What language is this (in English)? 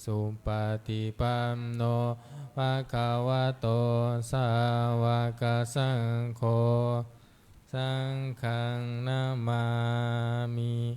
Pali